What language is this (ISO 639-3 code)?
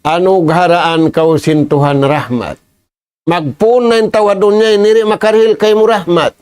tsg